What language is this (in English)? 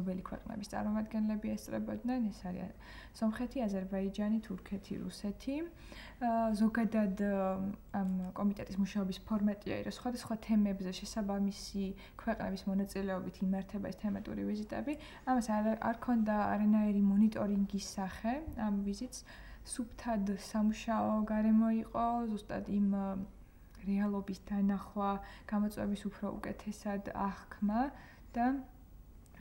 Georgian